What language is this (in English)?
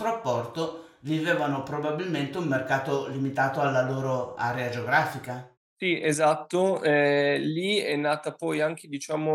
Italian